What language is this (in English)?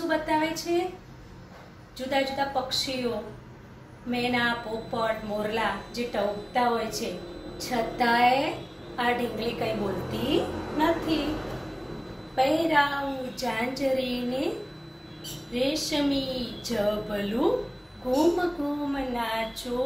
Gujarati